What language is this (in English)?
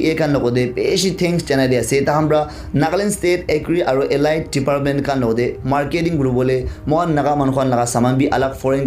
Naga Pidgin